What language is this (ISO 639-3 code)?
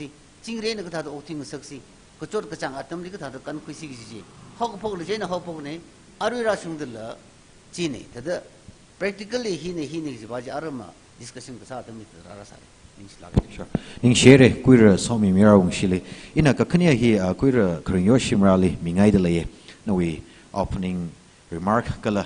nmf